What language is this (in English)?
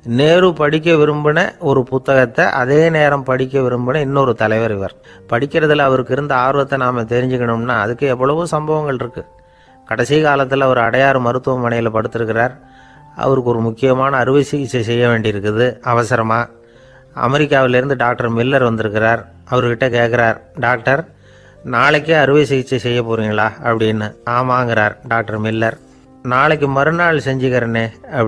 Tamil